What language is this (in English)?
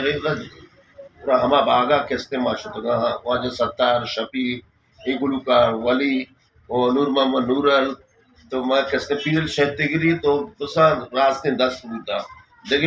Eastern Balochi